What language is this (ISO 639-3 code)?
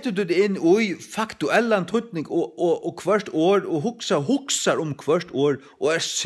fao